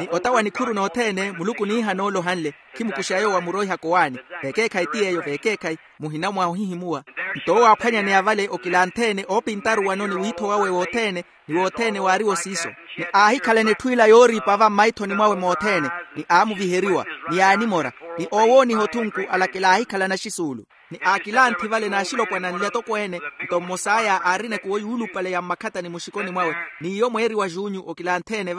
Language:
Makhuwa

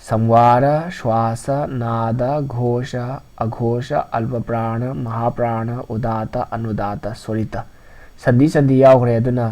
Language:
Manipuri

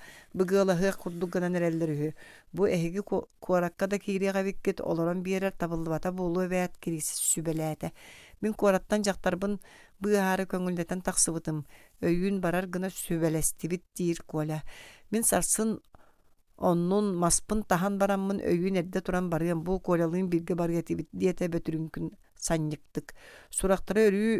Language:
Yakut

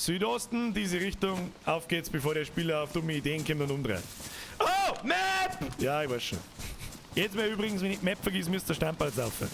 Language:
Bavarian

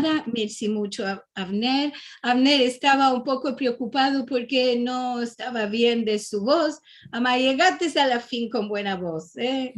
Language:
Ladino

